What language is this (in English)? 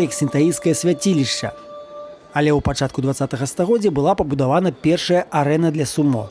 Belarusian